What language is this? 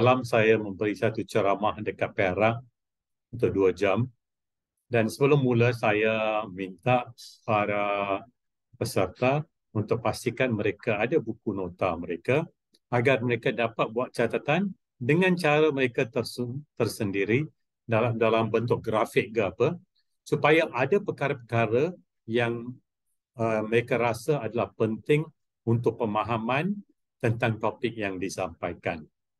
Malay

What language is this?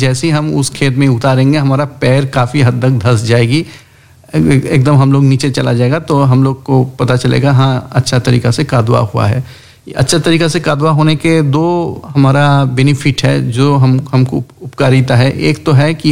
Hindi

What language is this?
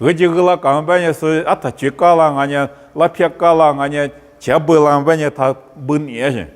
Lisu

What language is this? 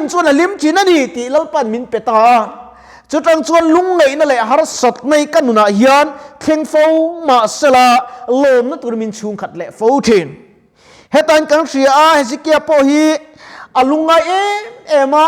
Mizo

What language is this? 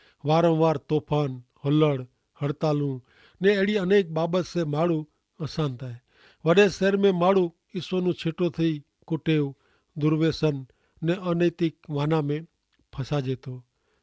Kachhi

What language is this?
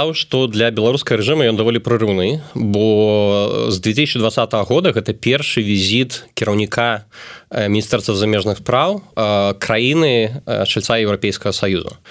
Belarusian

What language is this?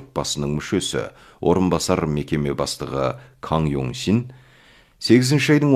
Kazakh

